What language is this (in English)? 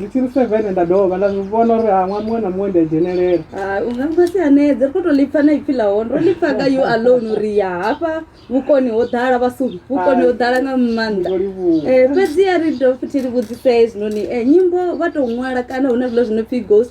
Venda